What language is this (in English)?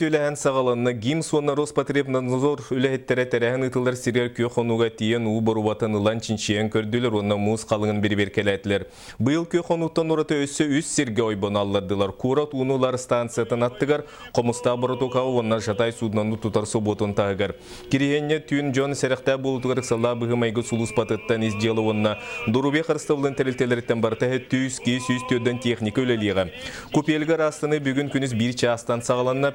Yakut